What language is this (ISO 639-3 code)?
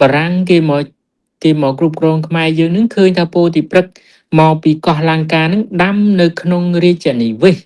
khm